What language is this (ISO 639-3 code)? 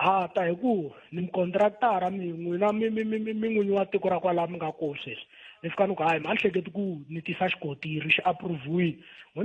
tso